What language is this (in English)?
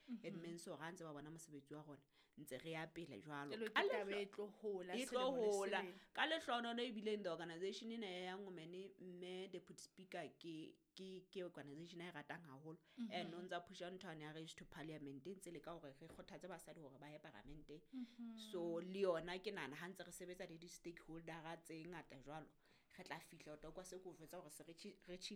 Southern Sotho